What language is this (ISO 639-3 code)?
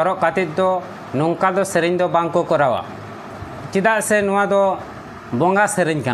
sat